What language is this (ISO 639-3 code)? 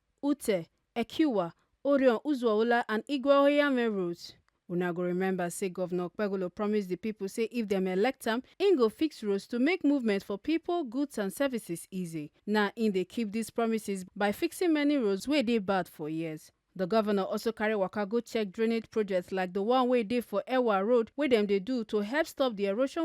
pcm